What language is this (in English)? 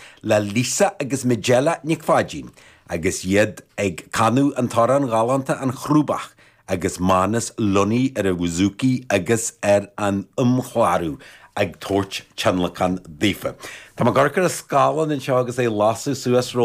Irish